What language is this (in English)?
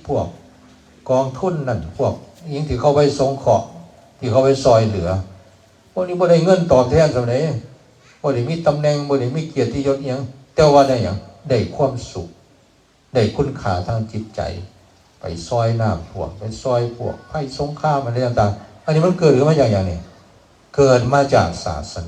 Northeastern Thai